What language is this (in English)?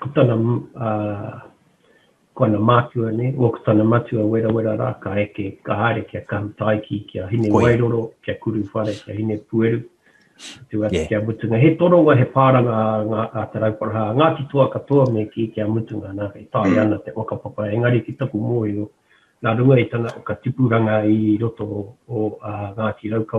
Māori